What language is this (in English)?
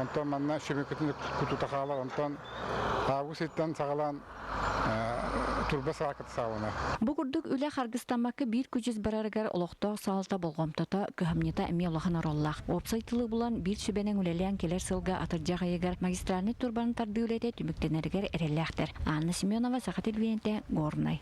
Yakut